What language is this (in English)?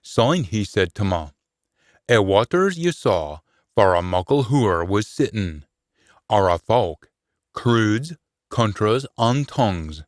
Scots